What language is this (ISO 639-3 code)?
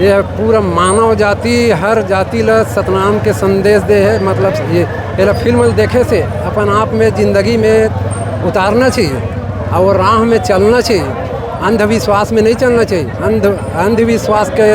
hne